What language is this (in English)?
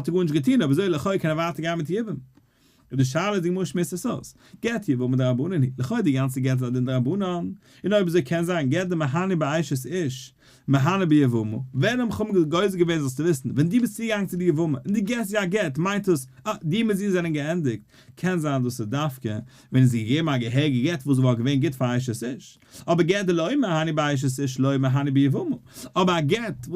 Yiddish